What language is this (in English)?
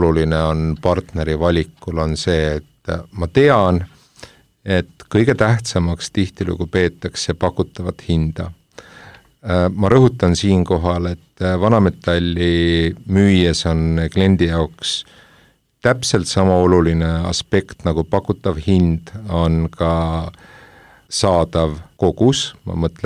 Estonian